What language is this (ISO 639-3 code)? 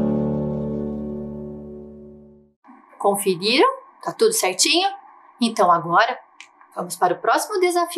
por